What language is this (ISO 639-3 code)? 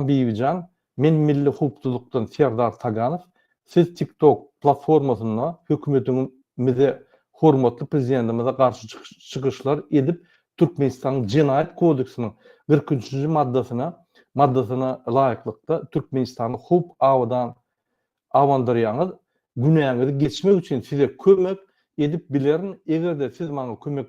tuk